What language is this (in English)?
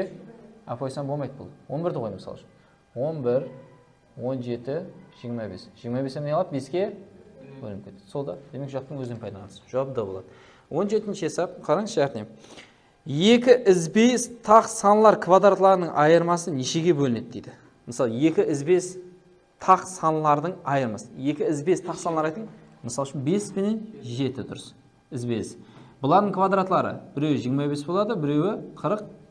Kara-Kalpak